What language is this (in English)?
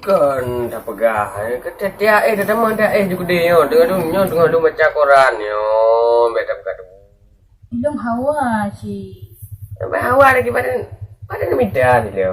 Achinese